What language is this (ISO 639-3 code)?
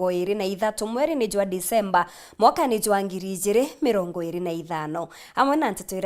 mer